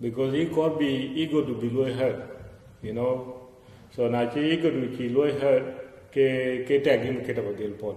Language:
Dinka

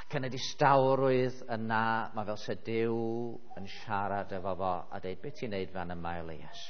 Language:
Welsh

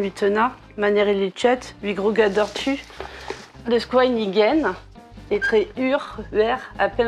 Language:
Breton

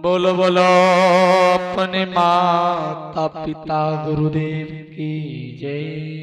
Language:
Angika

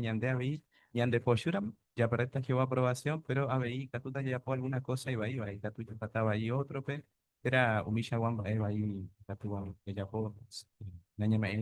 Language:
Guarani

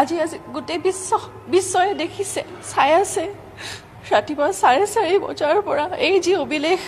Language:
Assamese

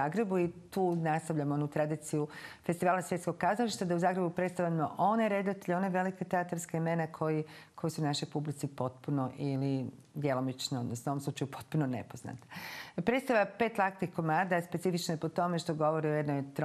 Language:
Croatian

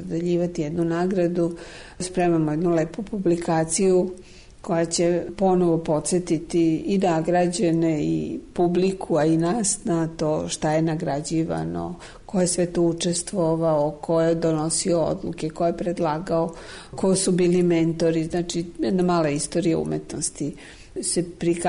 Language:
Serbian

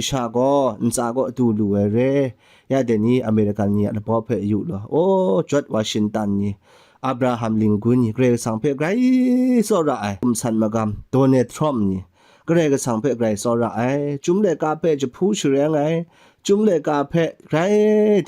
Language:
Kachin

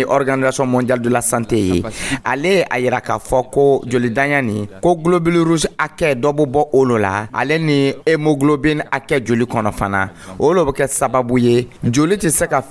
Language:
Dyula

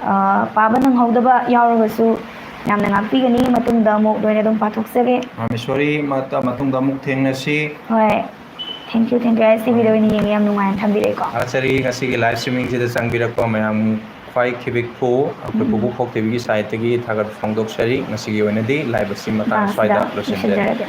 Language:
Manipuri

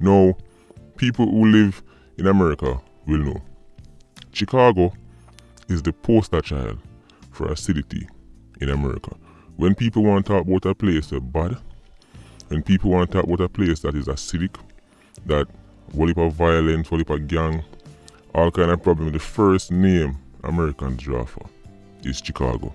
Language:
Jamaican Creole English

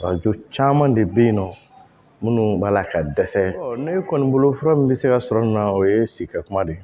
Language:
Bambara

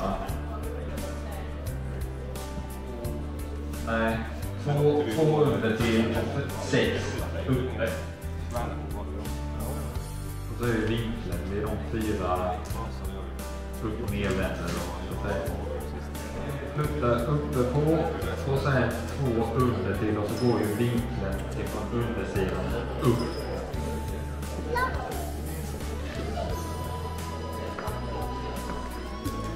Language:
Swedish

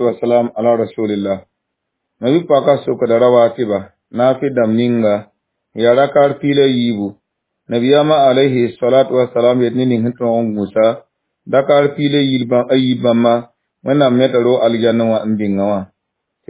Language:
Mossi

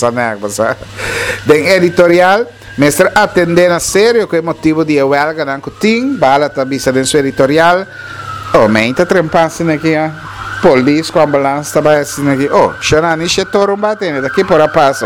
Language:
Papiamento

